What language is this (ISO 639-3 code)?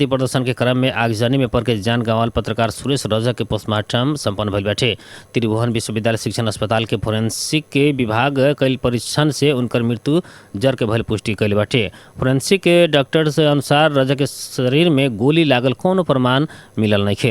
bho